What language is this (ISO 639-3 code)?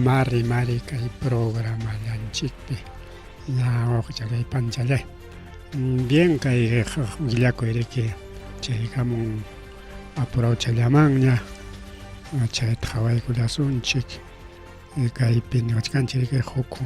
quy